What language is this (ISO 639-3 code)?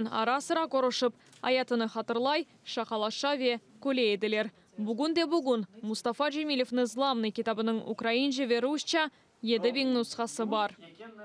crh